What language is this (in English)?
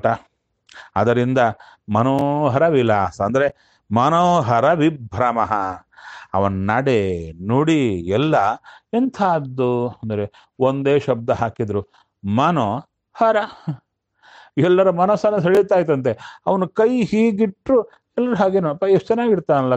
Kannada